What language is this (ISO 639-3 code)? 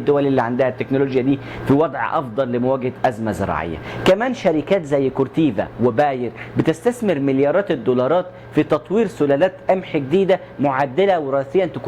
arz